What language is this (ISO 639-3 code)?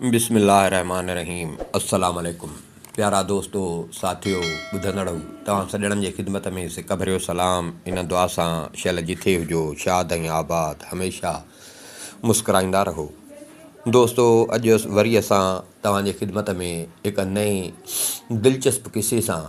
snd